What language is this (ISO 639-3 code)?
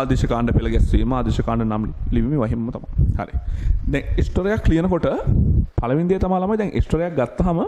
sin